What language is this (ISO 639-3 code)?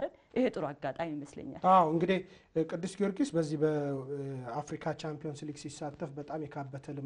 amh